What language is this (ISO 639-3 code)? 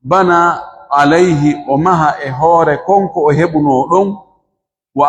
ful